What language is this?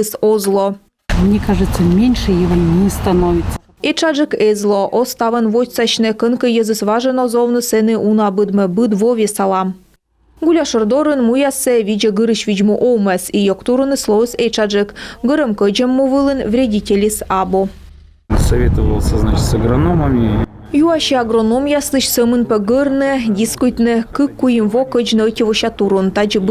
Komi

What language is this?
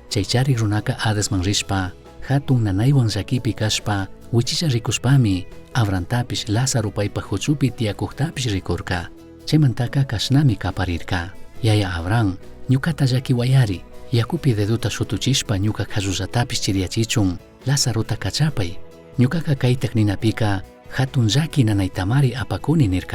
Chimborazo Highland Quichua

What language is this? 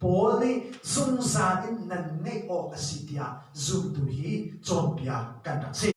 Hakha Chin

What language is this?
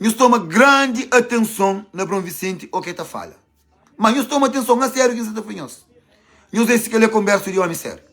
Kabuverdianu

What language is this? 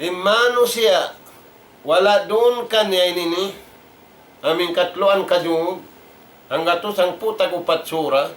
Tausug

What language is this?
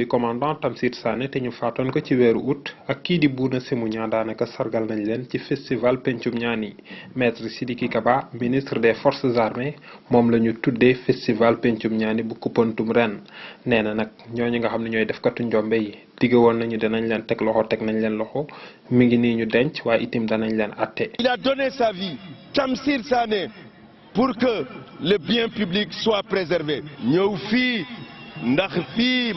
Wolof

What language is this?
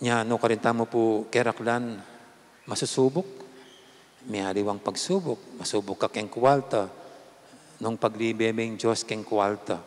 Pampanga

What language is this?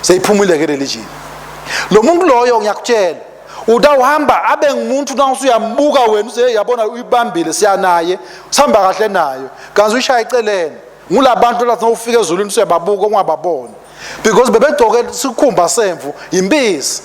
Swati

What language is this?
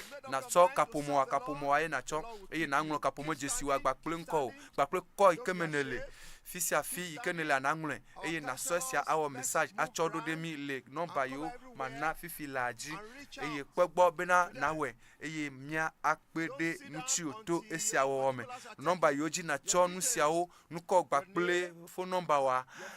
Ewe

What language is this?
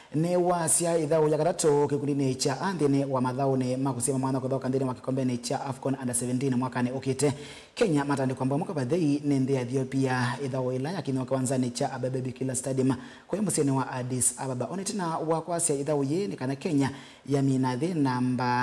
Kamba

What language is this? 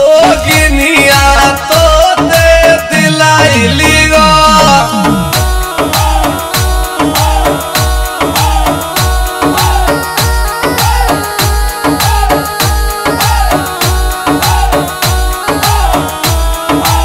Bhojpuri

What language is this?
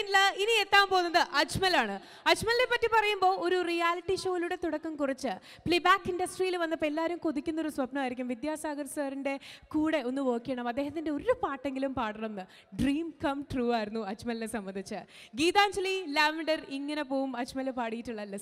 Malayalam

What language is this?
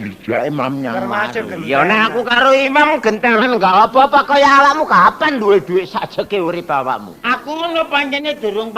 Javanese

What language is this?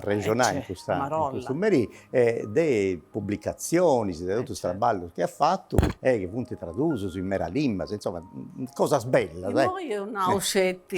Sardinian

